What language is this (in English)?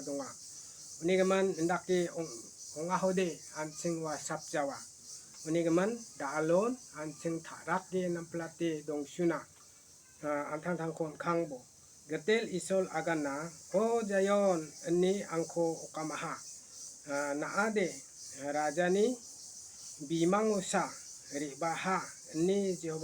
Garo